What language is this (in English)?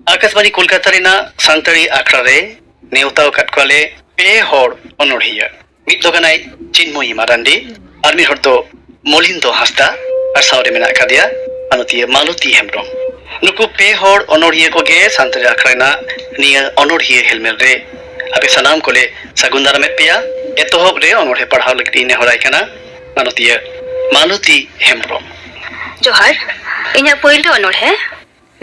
Santali